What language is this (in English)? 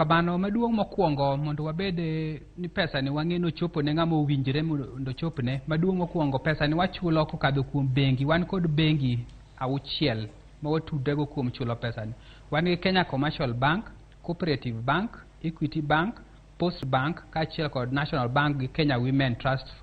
Luo (Kenya and Tanzania)